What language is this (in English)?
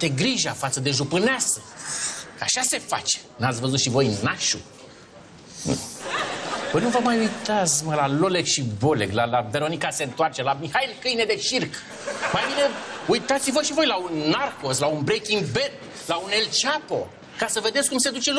Romanian